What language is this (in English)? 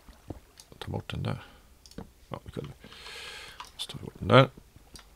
Swedish